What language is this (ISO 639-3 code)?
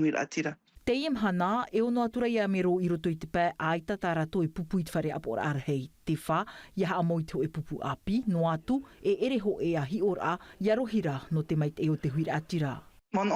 tah